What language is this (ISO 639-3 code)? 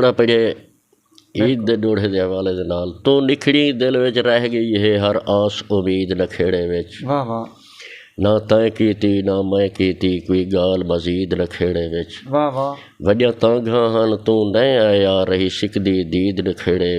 skr